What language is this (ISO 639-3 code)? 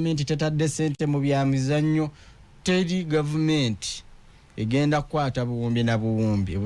lug